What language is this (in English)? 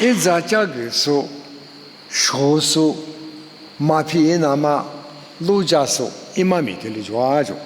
Lisu